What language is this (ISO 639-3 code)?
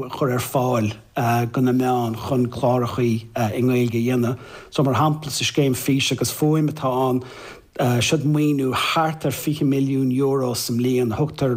gle